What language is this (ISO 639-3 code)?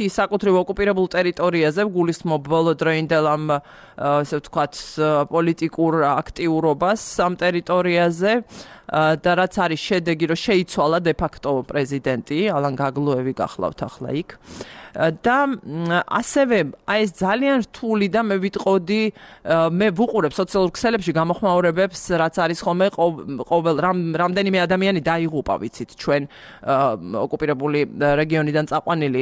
kat